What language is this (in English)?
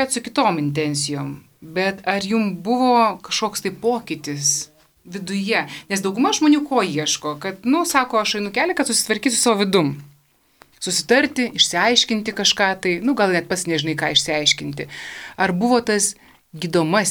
Lithuanian